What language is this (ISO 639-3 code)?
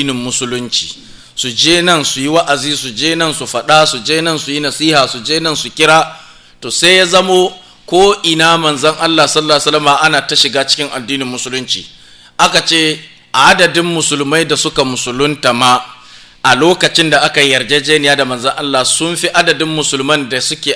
hau